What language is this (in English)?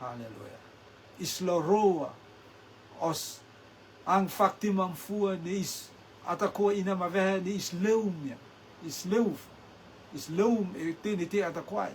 Rotuman